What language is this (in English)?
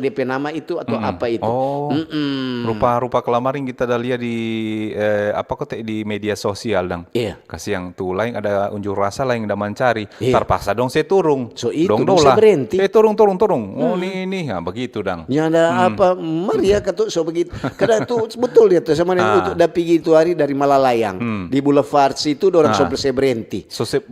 Manado Malay